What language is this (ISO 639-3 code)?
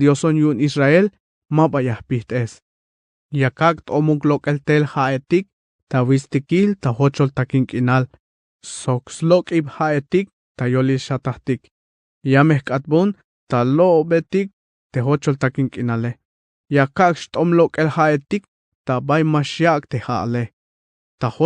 tzh